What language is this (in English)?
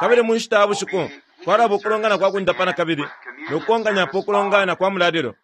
Bemba